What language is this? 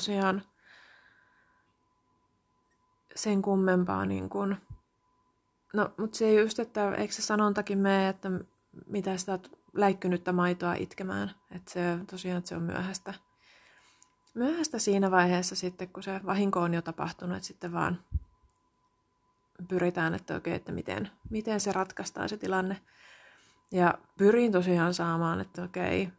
Finnish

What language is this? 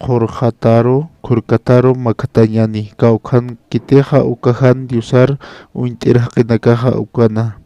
Aymara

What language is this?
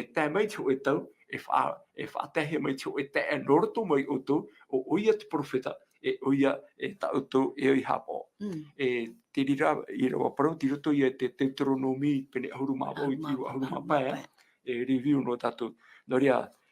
Tahitian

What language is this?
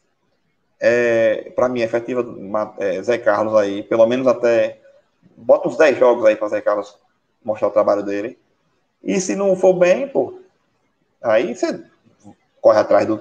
Portuguese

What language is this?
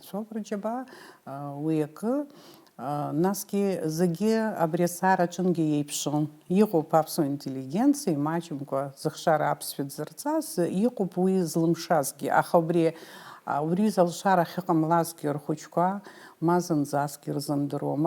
Abkhazian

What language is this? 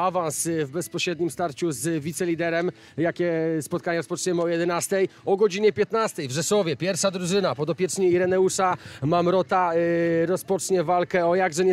Polish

